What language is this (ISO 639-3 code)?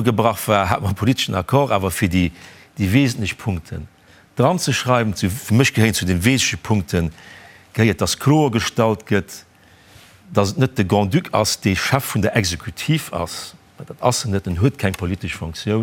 ltz